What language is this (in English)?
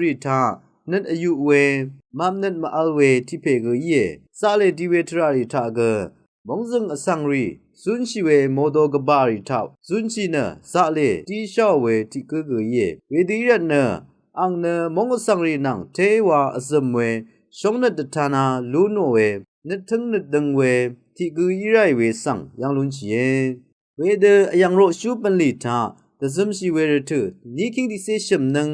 Rawang